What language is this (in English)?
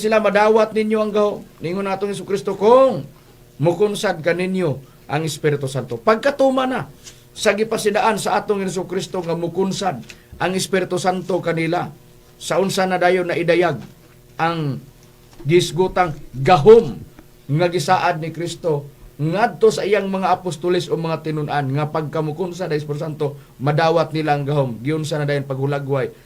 Cebuano